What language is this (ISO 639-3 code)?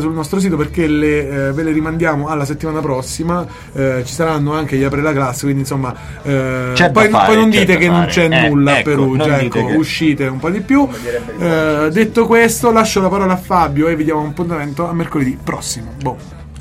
ita